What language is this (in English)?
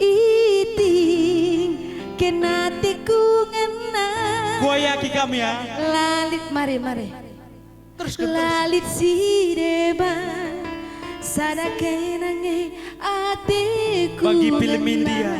Batak Karo